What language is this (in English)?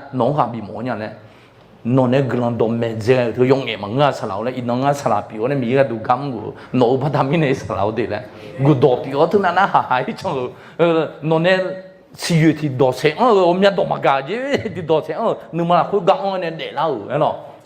Akha